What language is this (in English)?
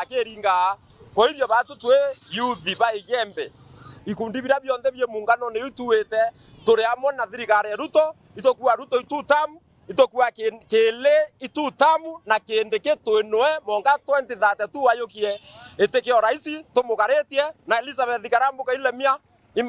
Meru